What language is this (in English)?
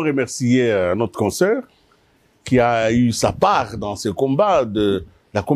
French